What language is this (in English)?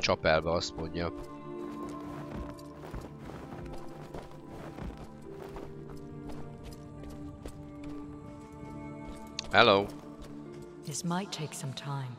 Hungarian